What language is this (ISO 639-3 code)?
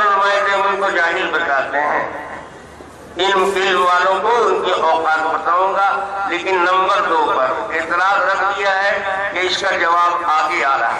urd